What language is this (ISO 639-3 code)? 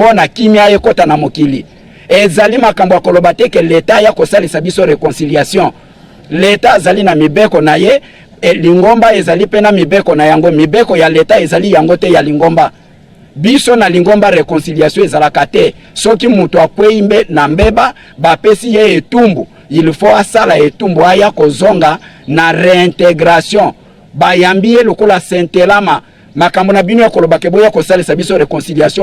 lin